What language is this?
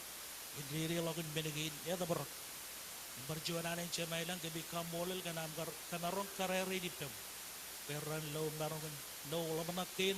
Marshallese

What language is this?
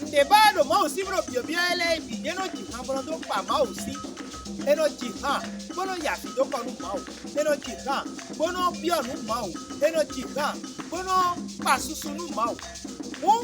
Fon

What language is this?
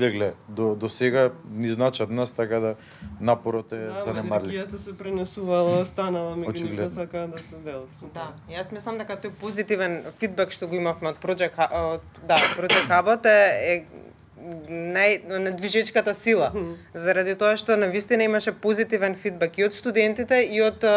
Macedonian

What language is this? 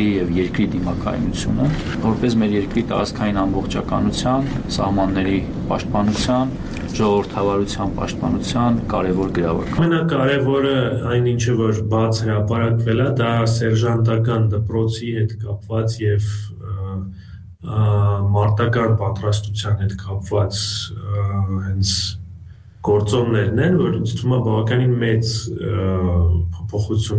Armenian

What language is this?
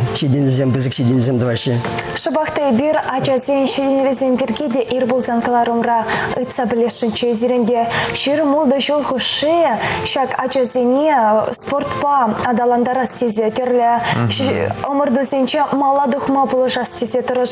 Chuvash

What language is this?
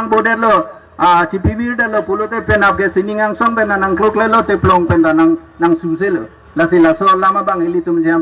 Karbi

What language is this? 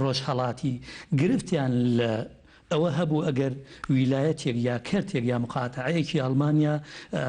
Central Kurdish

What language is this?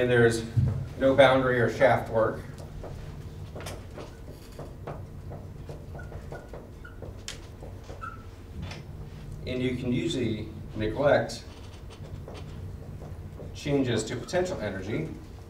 English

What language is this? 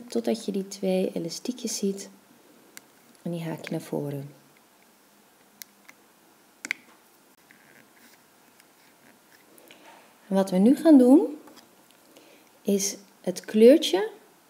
Dutch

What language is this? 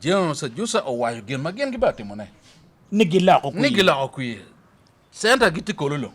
Acoli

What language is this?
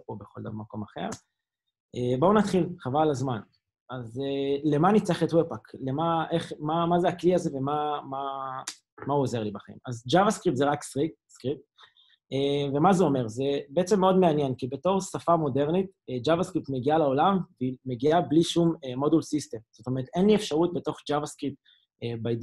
Hebrew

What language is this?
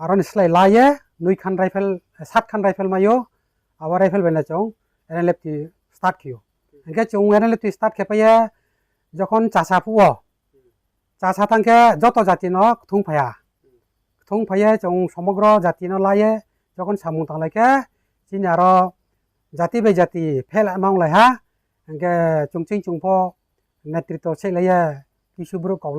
Riang (India)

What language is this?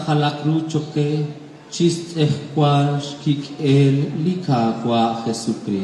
Kekchí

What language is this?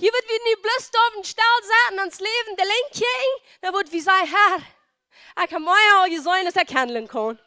Plautdietsch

